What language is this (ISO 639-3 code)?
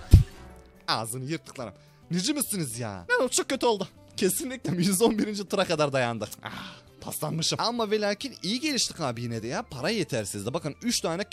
tur